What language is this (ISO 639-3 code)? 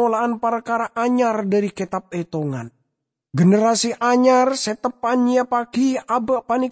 mad